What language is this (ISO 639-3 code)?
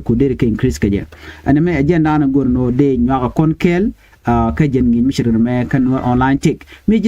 nus